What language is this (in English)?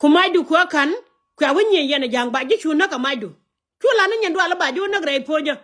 Nuer